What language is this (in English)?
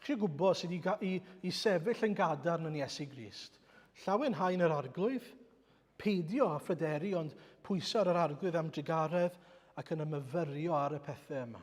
Welsh